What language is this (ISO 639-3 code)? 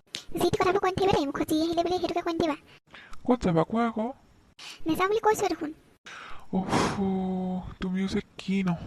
asm